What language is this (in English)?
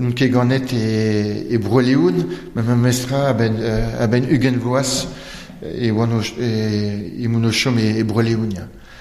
Breton